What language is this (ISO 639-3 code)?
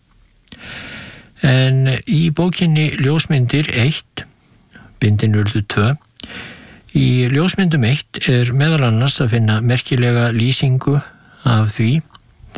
isl